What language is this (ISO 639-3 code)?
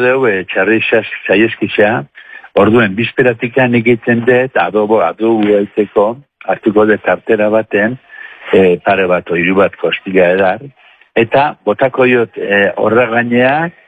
eus